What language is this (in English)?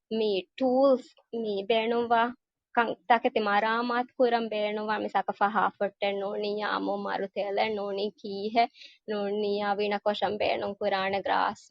Divehi